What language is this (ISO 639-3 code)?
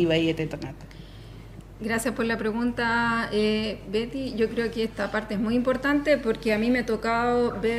rap